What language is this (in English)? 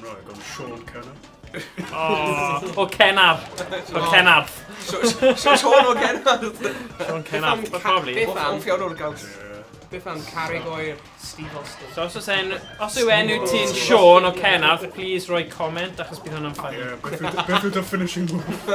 Welsh